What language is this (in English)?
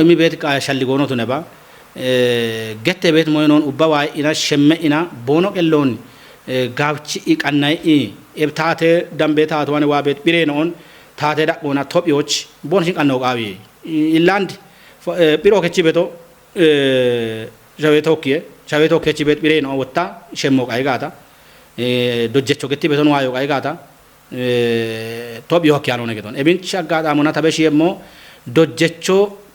Kafa